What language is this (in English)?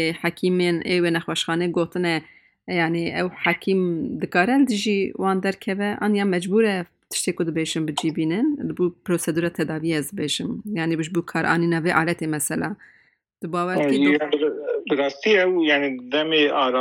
Kurdish